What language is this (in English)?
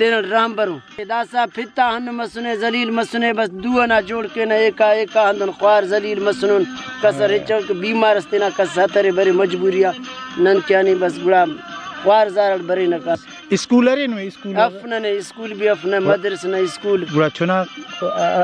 Brahui